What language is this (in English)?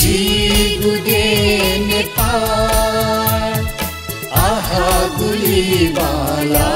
Newari